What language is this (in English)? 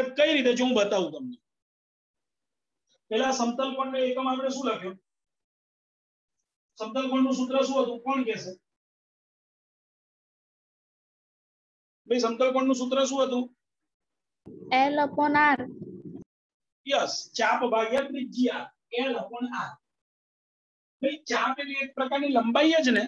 Gujarati